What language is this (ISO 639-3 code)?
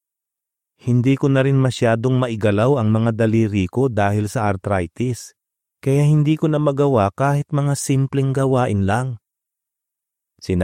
fil